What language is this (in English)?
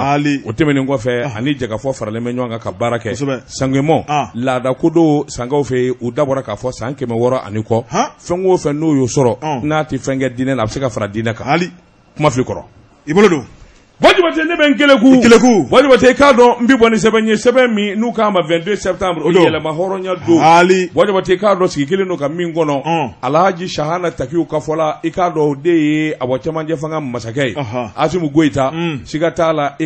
Bambara